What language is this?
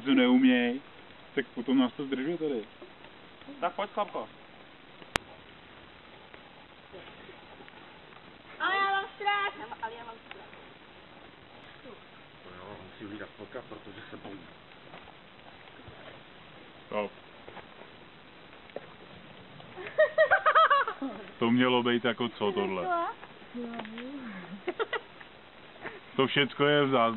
Czech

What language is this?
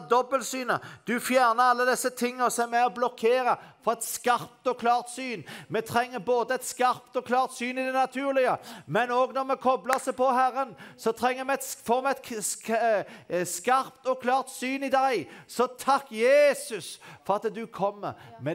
Norwegian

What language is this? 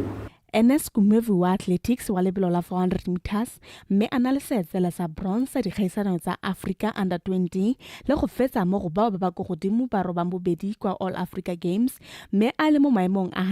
Tswana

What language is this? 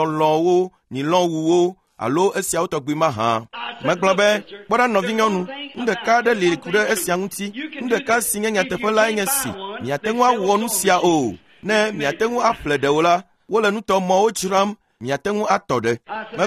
Ewe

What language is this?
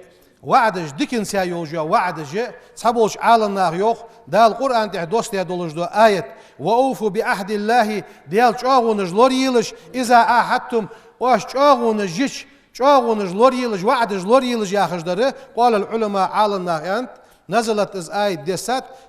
Ingush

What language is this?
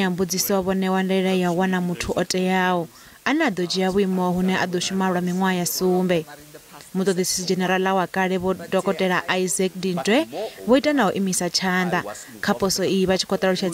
Venda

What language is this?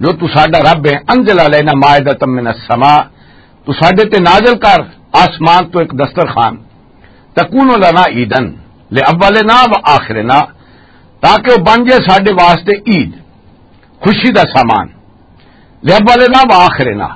Western Panjabi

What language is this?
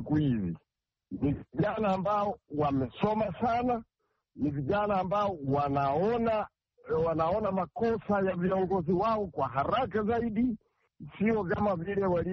Swahili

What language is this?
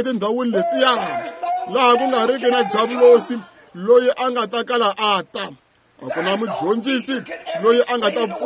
Tsonga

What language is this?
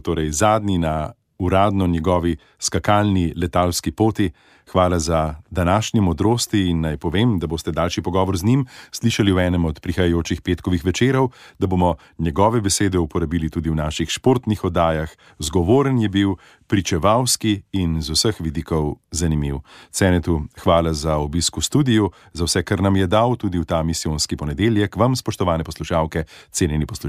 Slovenian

